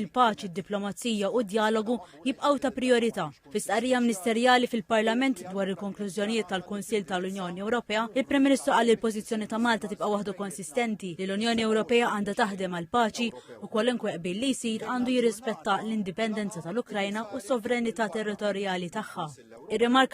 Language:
Maltese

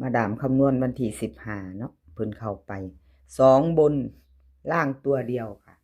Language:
Northeastern Thai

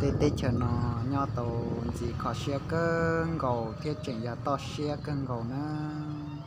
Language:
Hmong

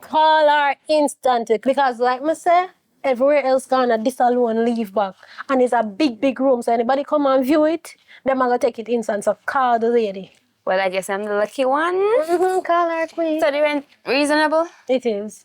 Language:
Jamaican Creole English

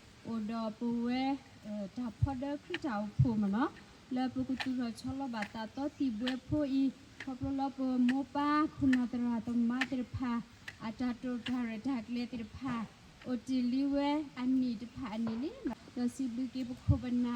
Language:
S'gaw Karen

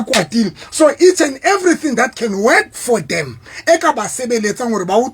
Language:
Southern Sotho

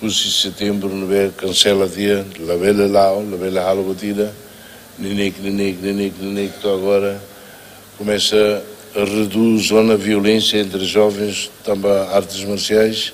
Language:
Tetum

